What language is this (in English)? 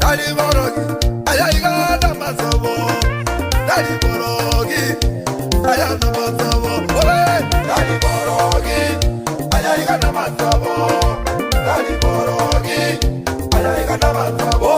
Gusii